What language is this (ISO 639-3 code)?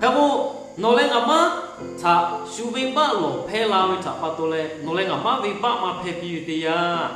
lhu